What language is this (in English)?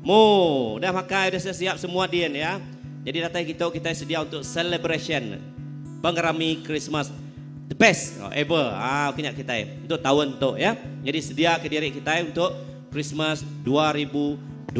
Iban